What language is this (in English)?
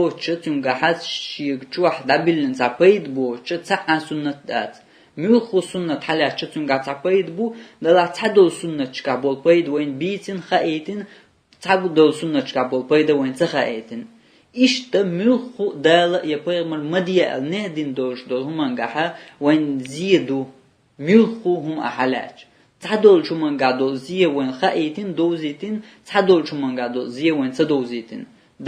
Chechen